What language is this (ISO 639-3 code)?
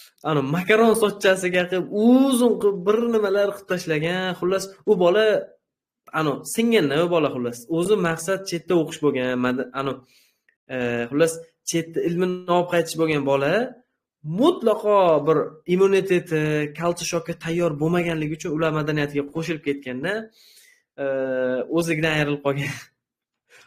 uzb